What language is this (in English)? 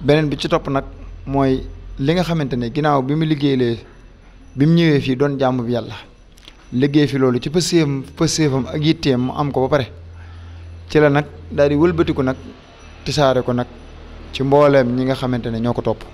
Wolof